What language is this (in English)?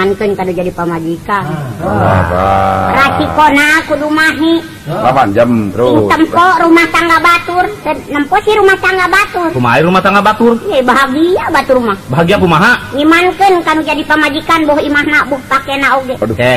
Sundanese